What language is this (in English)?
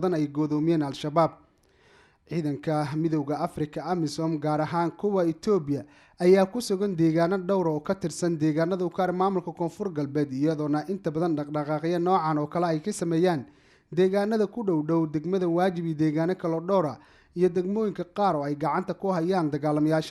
Somali